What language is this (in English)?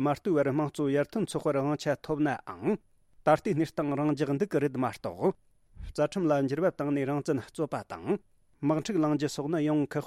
Tibetan